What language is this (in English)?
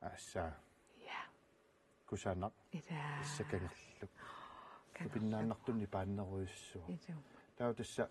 Kalaallisut